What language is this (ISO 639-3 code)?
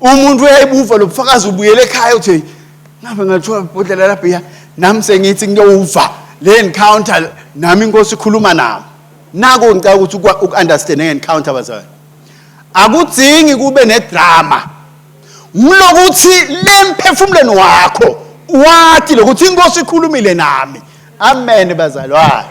ssw